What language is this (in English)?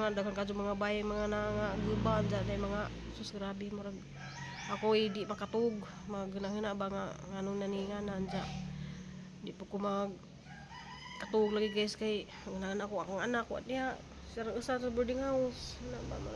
Cebuano